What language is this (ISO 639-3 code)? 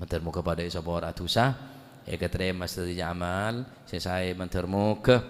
mad